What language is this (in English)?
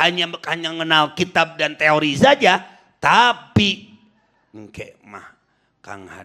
Sundanese